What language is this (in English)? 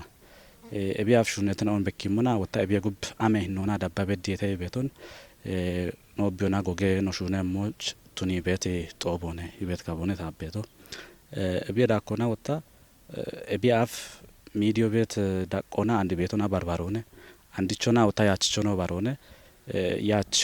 Kafa